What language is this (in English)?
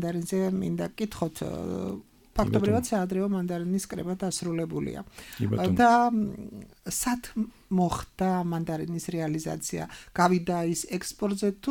Georgian